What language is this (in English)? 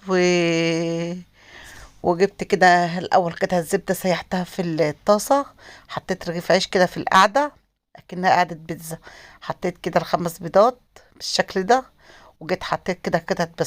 Egyptian Arabic